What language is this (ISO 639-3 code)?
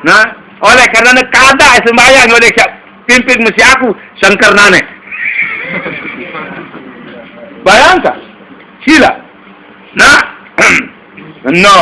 sas